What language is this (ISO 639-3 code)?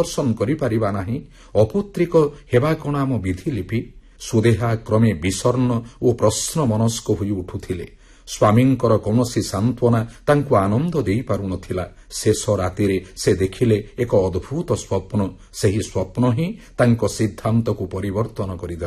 ori